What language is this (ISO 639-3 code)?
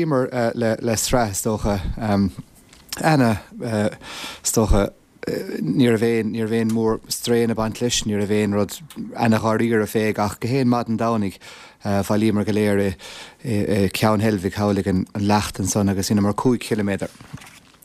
gle